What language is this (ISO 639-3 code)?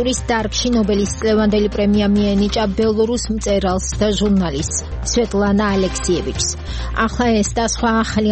kat